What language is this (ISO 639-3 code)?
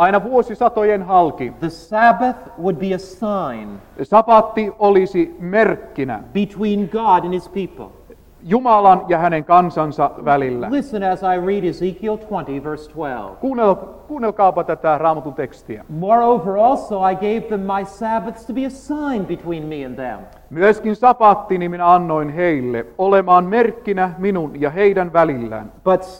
fin